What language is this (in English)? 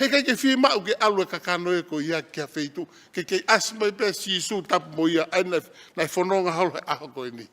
Tongan